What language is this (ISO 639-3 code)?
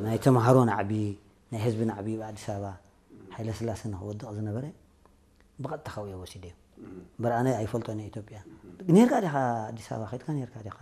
tir